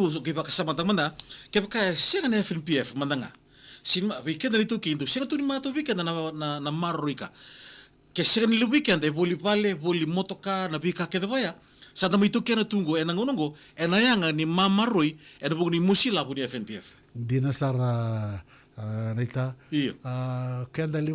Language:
Fijian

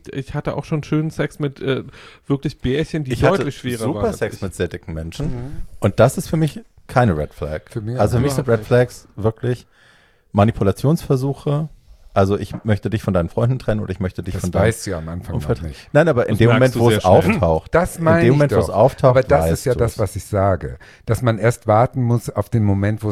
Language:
German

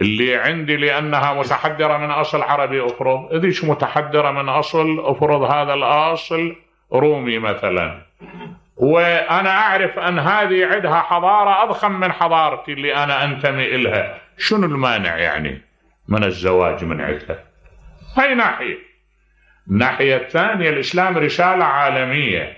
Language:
Mesopotamian Arabic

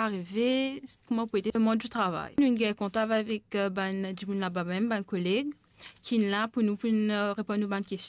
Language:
Morisyen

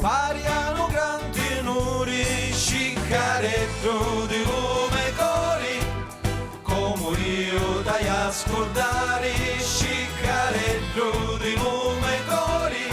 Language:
Sicilian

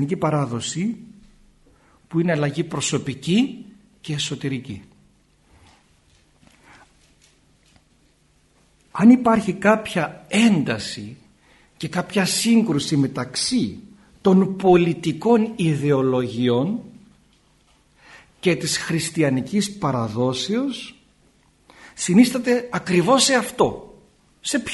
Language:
Greek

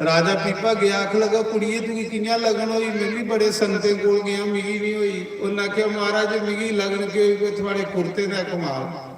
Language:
Dogri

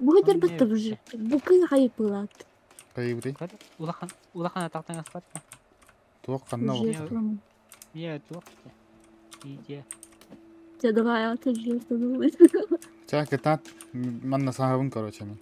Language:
Yakut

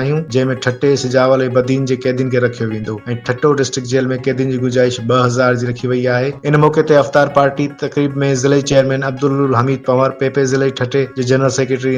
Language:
Sindhi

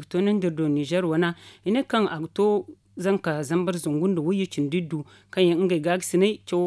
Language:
Zarma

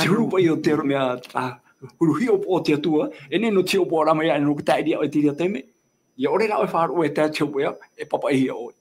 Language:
Tahitian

